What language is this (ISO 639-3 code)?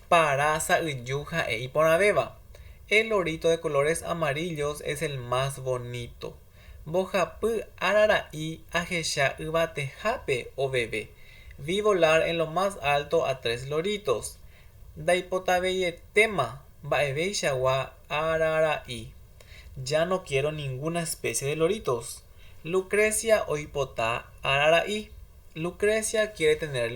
grn